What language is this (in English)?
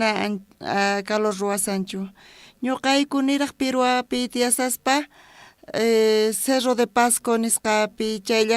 South Bolivian Quechua